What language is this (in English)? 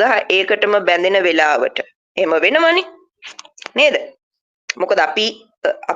Sinhala